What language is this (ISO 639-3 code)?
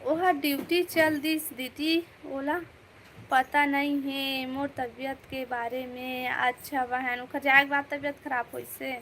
hne